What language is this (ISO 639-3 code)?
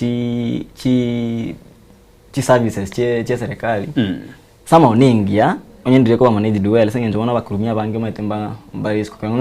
guz